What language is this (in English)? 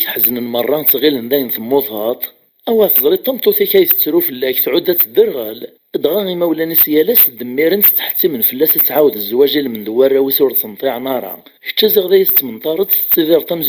Kabyle